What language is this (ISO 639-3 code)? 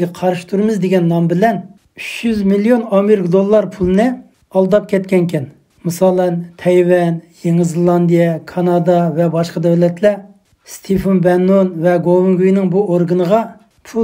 uig